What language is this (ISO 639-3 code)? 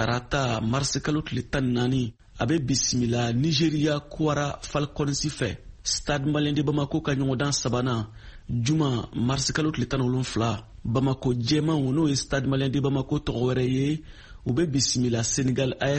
bam